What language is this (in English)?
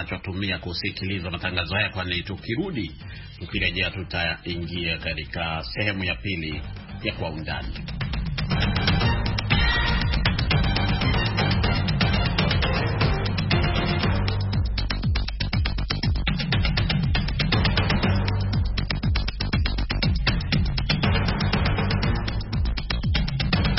Swahili